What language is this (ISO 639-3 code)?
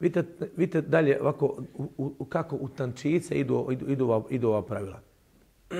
bos